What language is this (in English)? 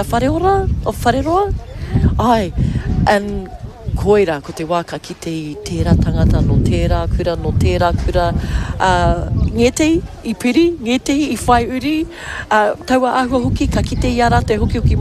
Māori